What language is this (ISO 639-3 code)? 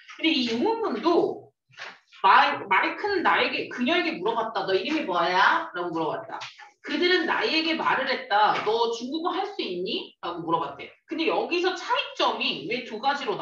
kor